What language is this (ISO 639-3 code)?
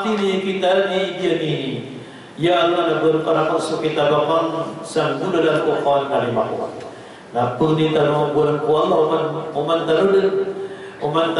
mrw